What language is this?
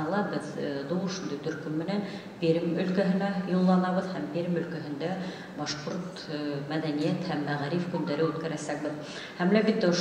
Bashkir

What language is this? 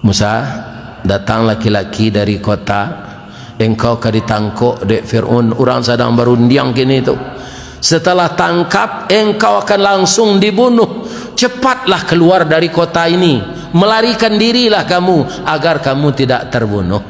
Minangkabau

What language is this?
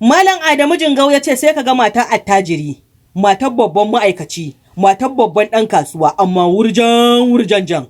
Hausa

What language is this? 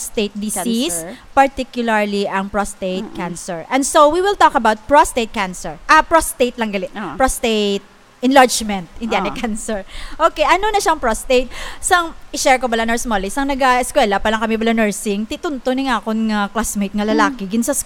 Hiligaynon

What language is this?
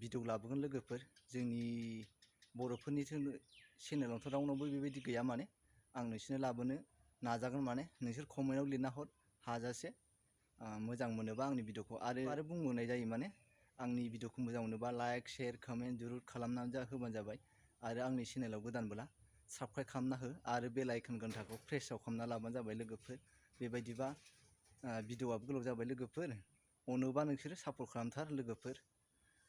Bodo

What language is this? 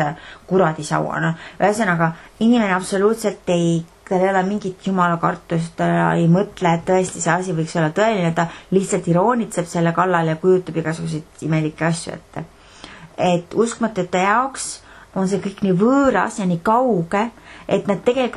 Estonian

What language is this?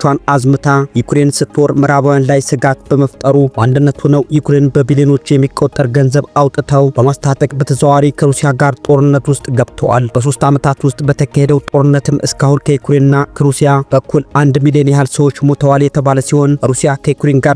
Amharic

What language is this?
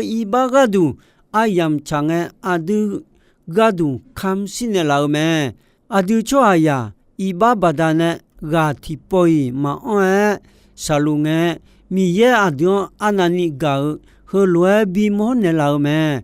Akha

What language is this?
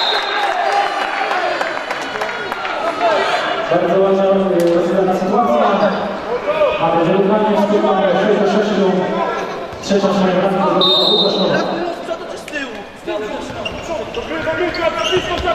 Polish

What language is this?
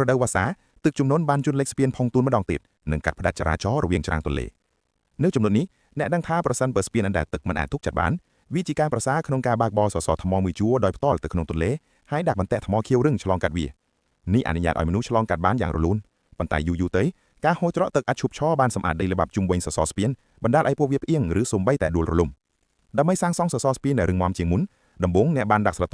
Khmer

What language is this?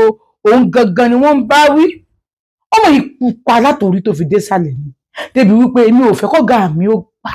Yoruba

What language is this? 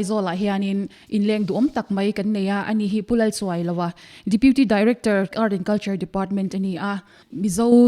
Mizo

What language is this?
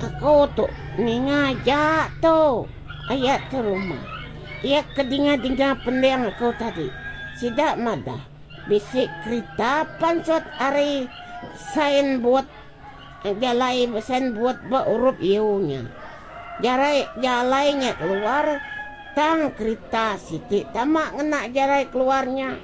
Iban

